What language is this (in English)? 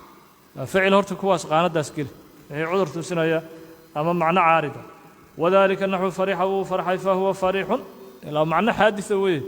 Somali